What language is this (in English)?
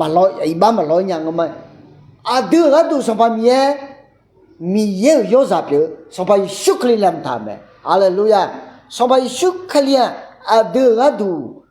Akha